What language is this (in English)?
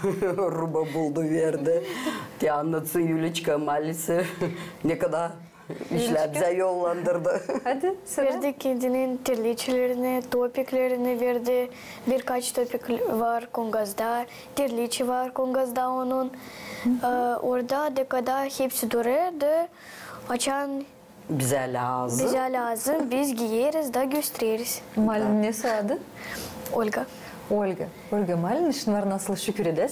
Gagauz